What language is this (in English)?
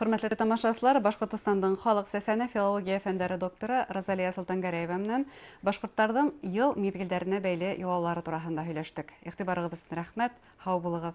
Bashkir